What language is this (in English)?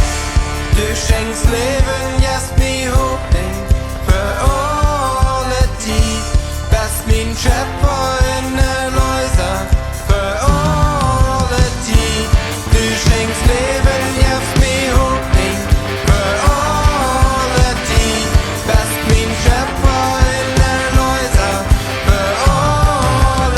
Plautdietsch